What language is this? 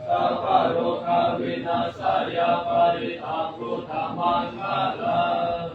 Pali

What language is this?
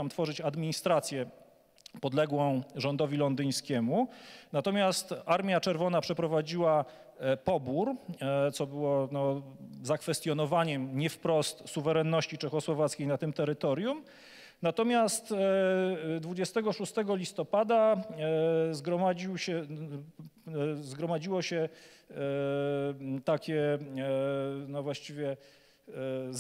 Polish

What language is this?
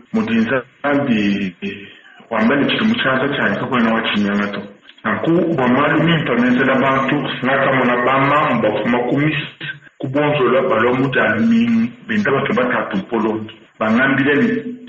Luba-Lulua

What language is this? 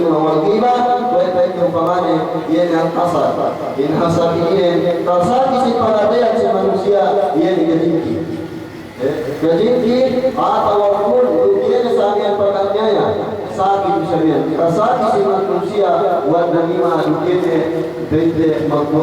Yakan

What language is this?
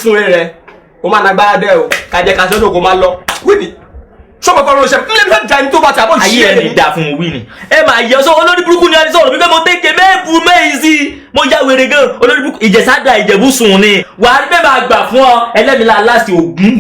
Yoruba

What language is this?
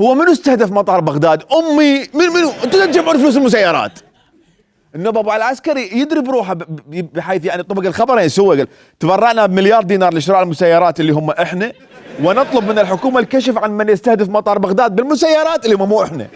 Mesopotamian Arabic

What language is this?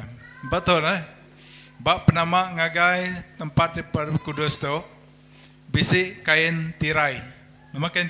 Iban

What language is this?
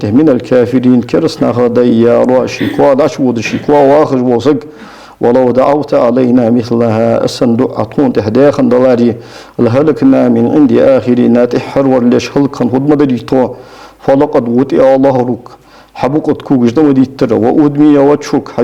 Ingush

